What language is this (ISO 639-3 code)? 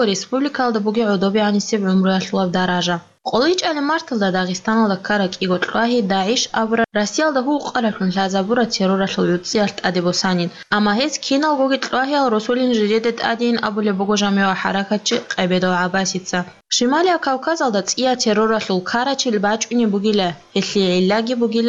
ava